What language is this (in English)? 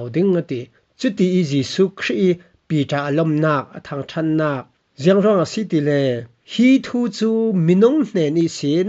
Falam Chin